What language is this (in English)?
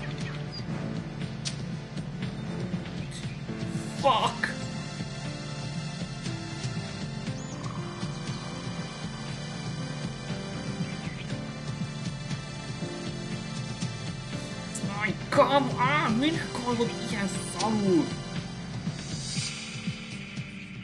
Hungarian